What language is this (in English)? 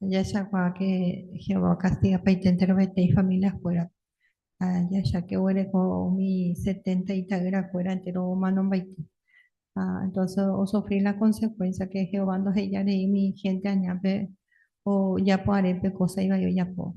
Guarani